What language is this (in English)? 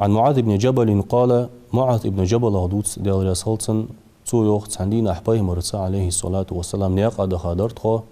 Ingush